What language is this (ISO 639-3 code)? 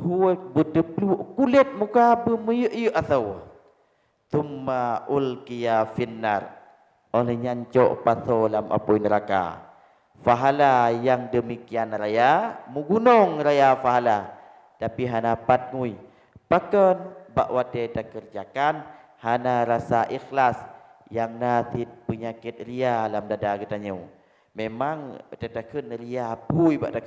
ace